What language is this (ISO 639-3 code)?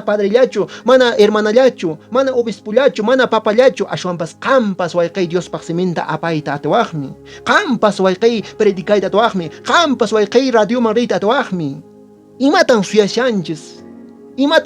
que